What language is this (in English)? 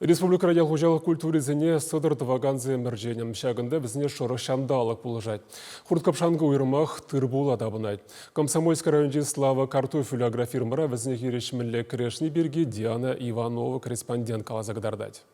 Chuvash